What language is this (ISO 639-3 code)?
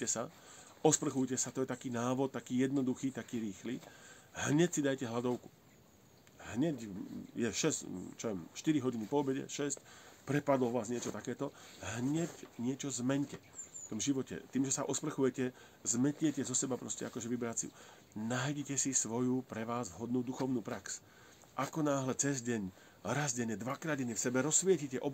slk